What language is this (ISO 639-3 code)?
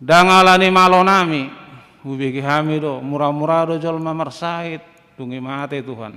bbc